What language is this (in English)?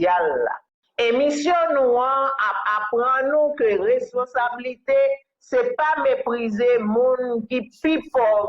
Haitian Creole